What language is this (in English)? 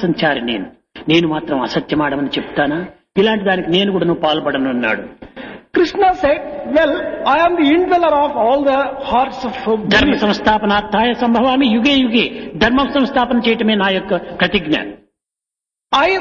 Telugu